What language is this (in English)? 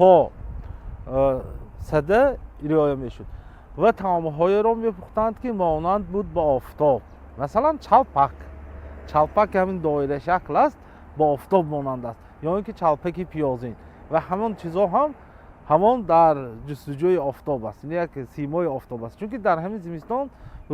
Tajik